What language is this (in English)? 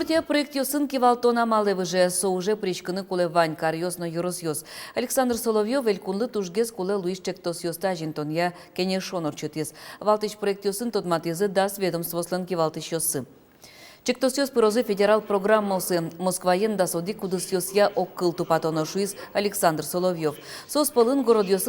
Udmurt